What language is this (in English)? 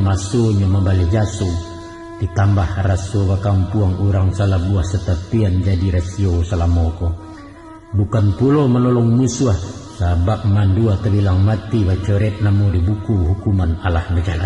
Minangkabau